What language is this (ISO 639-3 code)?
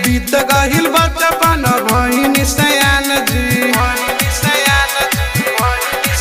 bho